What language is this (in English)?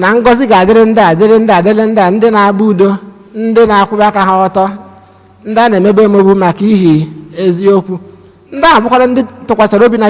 Igbo